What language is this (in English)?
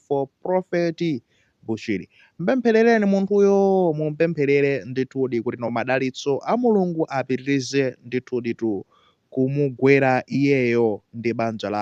Nyanja